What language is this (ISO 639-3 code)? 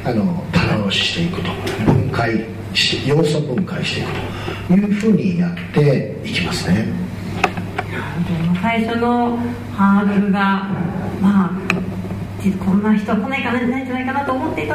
jpn